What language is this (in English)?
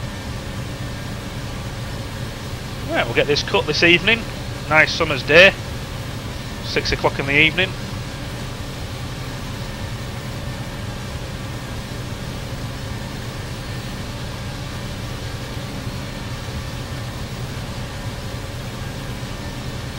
English